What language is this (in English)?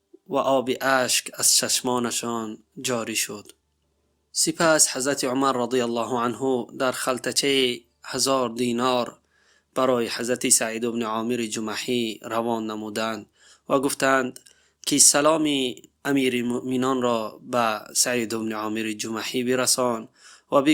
Tajik